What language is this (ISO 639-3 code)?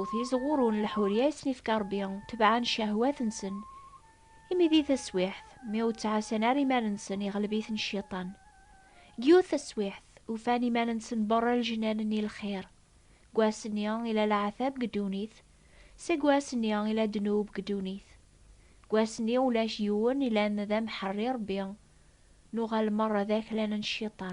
kab